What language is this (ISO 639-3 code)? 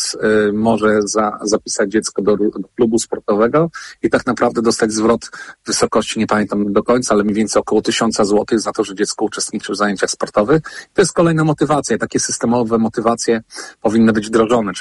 pol